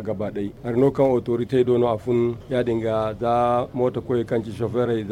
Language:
Zarma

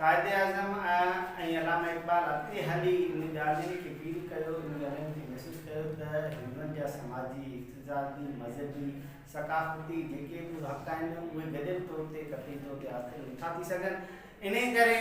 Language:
Sindhi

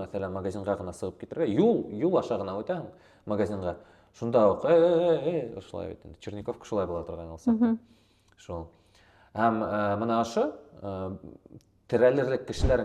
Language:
Bashkir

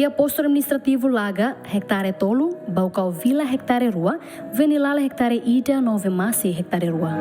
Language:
Tetum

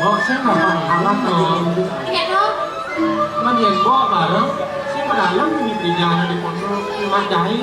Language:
Balinese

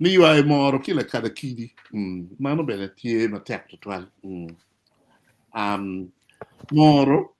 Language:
Acoli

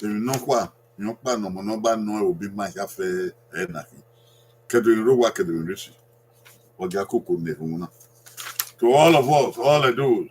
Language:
Bini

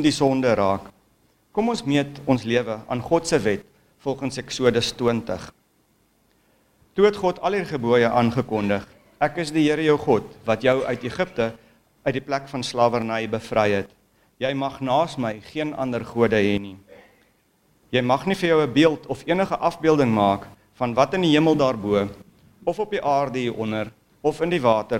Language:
Afrikaans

